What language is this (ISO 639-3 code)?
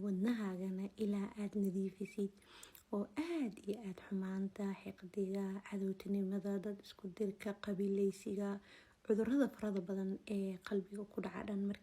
som